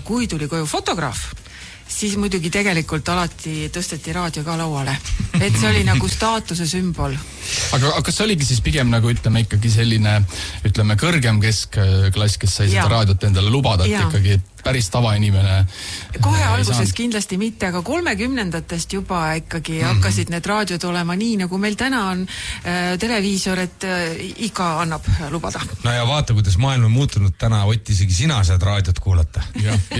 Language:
Estonian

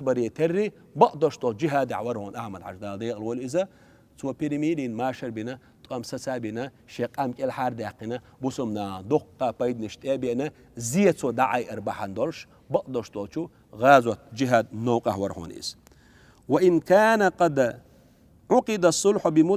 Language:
Chechen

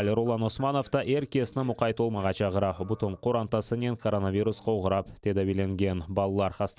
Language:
Crimean Tatar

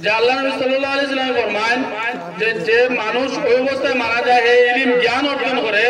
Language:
Sylheti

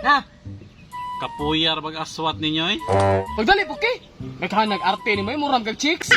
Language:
Cebuano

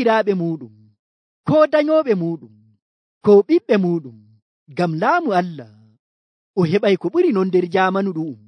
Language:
Nigerian Fulfulde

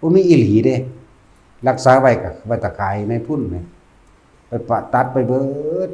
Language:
Lao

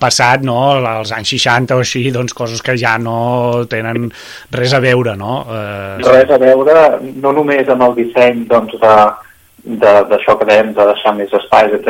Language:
Catalan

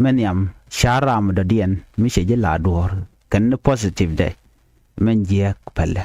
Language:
Nuer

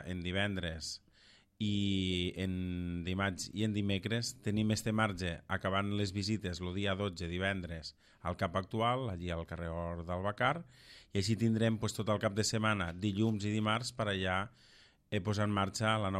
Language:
Catalan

